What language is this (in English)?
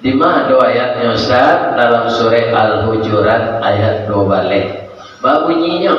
Minangkabau